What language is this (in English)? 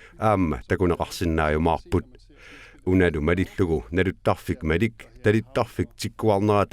Kalaallisut